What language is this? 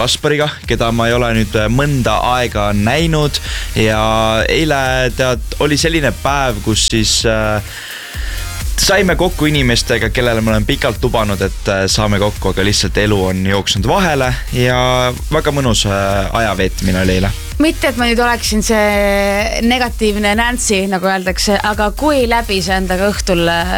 Estonian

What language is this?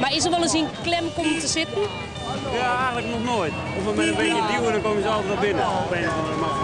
Western Frisian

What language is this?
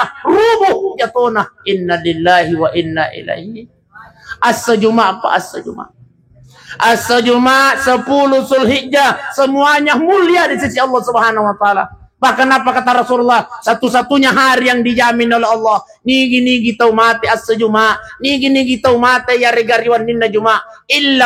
Buginese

